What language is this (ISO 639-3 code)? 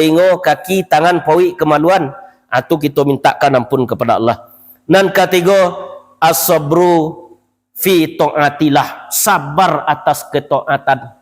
min